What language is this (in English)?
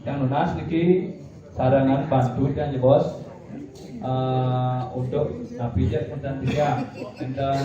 Balinese